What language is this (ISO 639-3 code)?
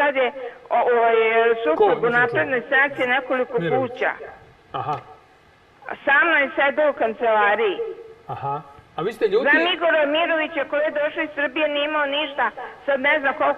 srp